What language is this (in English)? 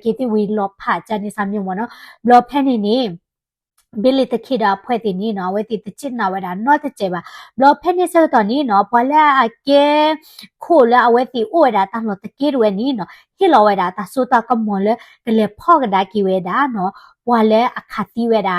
S'gaw Karen